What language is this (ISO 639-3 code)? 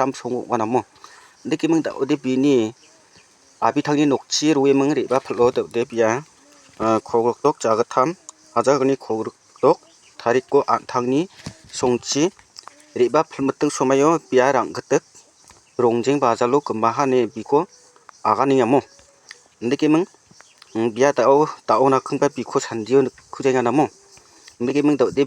grt